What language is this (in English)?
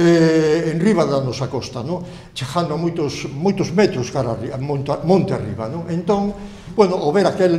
Galician